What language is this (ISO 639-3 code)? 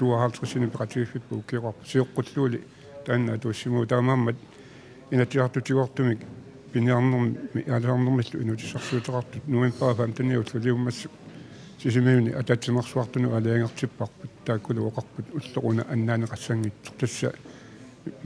kal